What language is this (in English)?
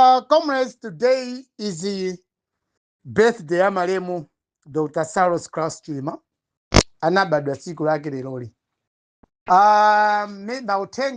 Nyanja